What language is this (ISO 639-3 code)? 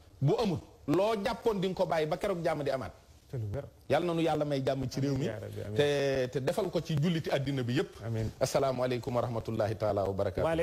wol